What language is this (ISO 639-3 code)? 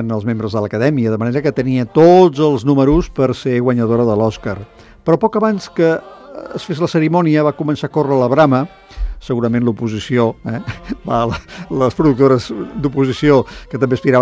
cat